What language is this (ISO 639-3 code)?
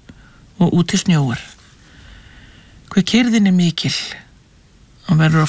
isl